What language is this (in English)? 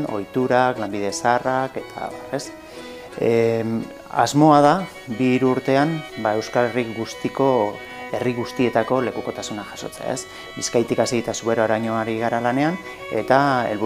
Basque